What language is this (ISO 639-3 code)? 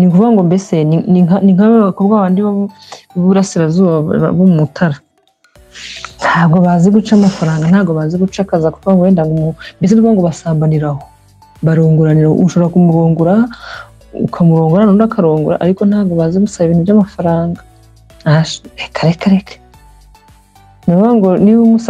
kin